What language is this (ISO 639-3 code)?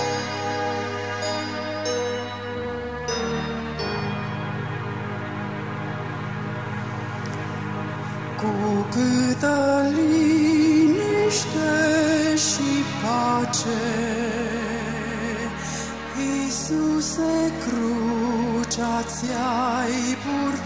ron